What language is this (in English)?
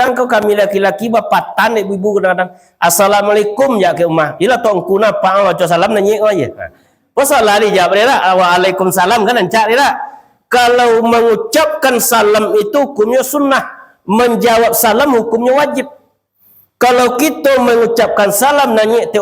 Minangkabau